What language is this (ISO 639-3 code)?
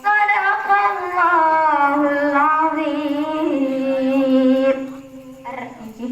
ace